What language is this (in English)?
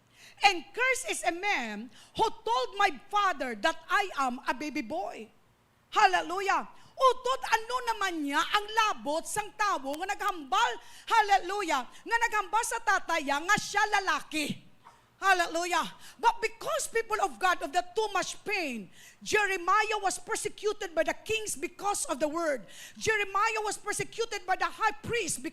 Hiligaynon